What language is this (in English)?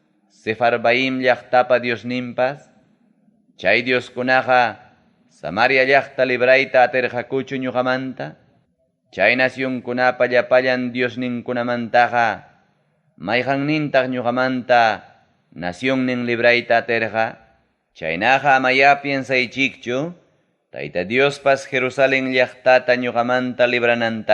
Ayacucho Quechua